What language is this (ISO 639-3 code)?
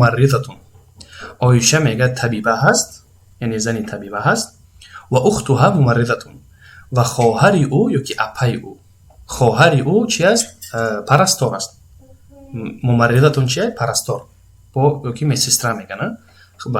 tgk